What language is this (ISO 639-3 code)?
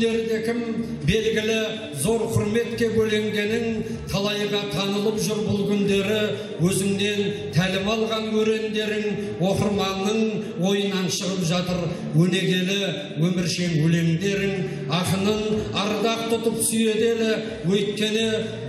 kaz